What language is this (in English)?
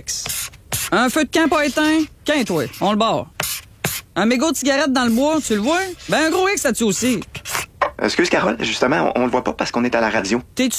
French